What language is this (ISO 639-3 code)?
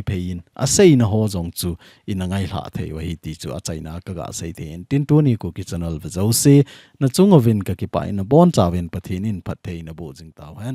tcz